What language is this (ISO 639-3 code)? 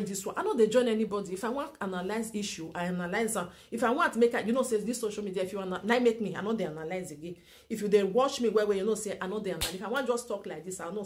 pcm